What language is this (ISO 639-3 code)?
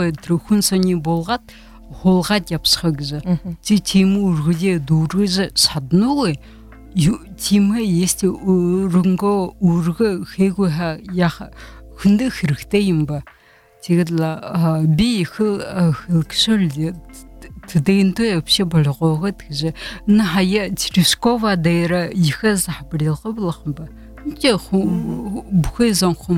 bua